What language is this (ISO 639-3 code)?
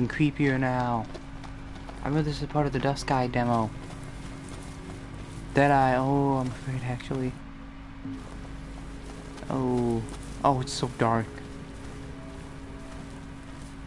eng